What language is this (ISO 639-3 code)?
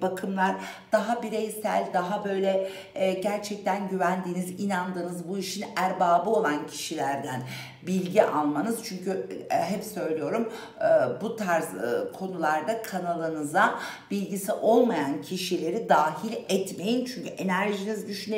tur